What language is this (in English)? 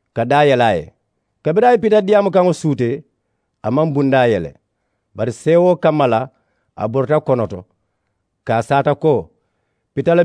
Mandingo